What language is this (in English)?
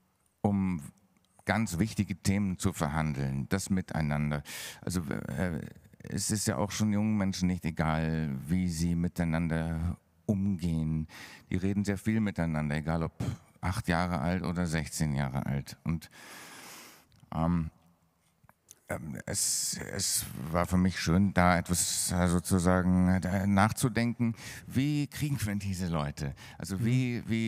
German